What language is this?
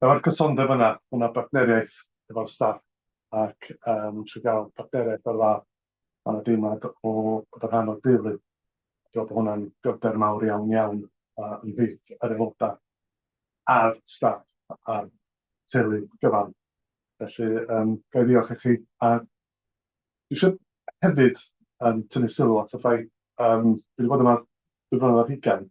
Welsh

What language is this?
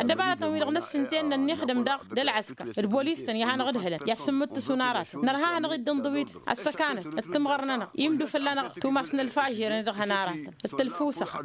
Tamasheq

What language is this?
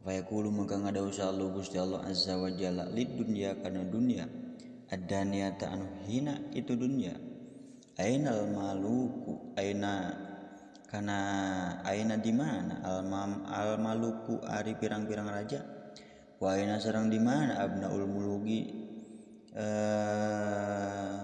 Sundanese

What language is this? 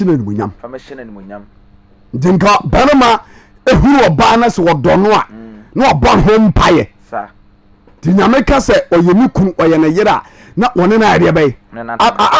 Akan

